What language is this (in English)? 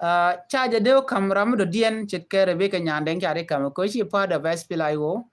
Nuer